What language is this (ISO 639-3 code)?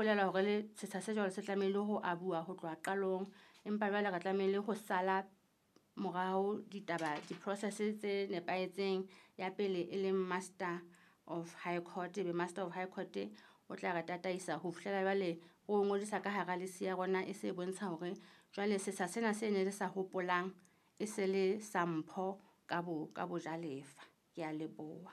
sot